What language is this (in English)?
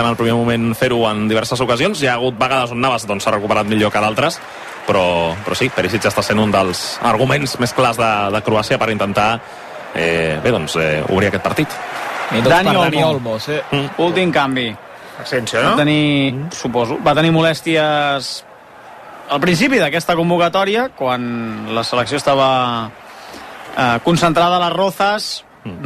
Catalan